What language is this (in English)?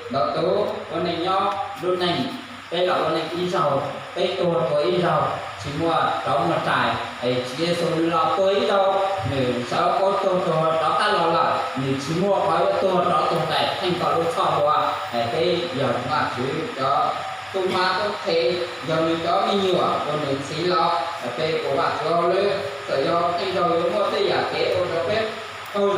Hmong